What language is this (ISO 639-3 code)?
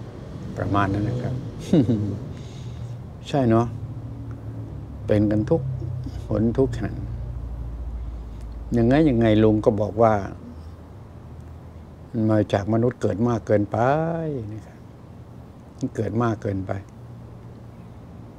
tha